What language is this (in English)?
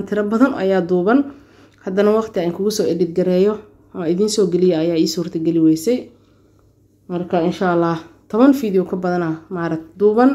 Somali